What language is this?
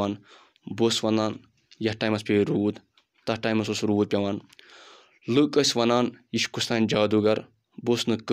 Kashmiri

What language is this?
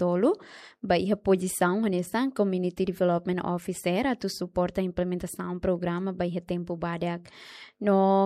Tetum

